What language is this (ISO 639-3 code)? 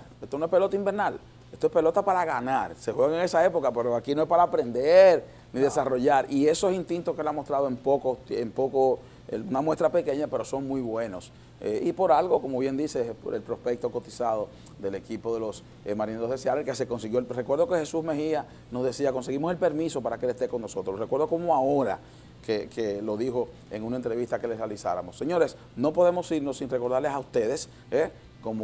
spa